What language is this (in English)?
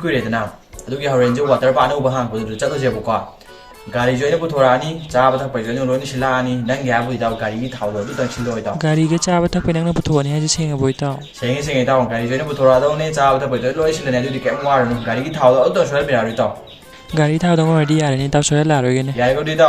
Manipuri